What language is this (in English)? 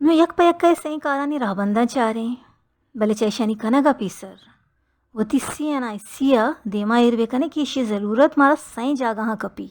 Baluchi